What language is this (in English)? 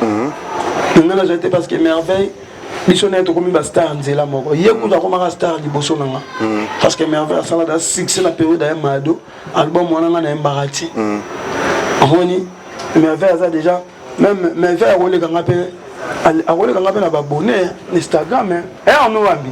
Lingala